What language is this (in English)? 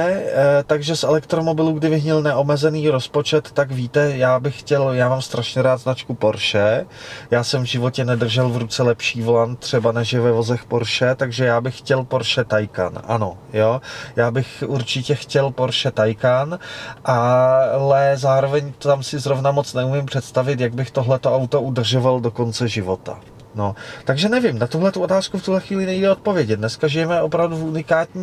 Czech